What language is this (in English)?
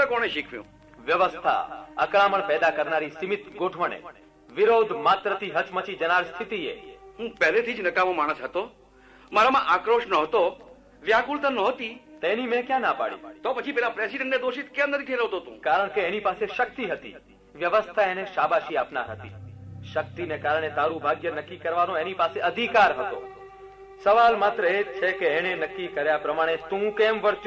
Gujarati